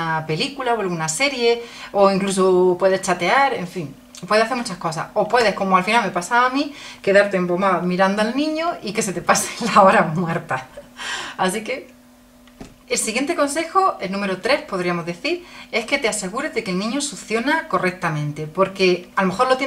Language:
Spanish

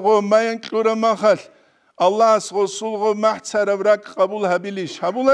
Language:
Avaric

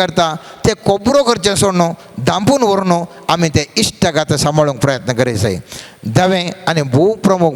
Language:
Konkani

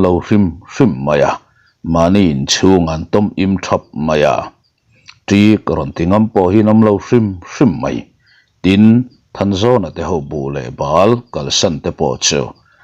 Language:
Mizo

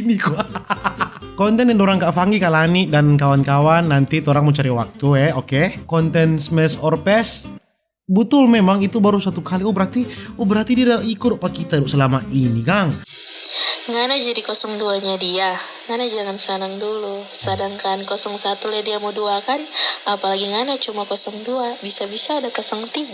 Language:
Manado Malay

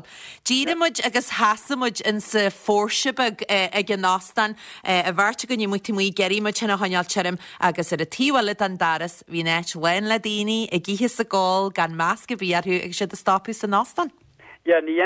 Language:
Irish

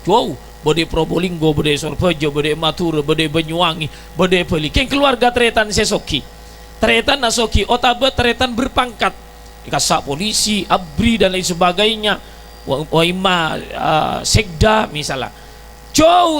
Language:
Madurese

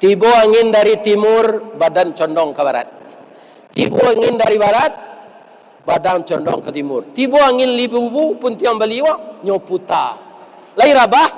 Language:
Minangkabau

